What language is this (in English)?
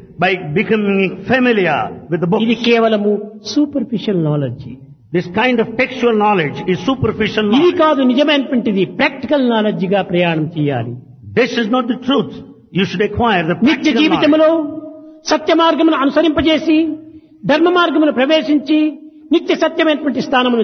Telugu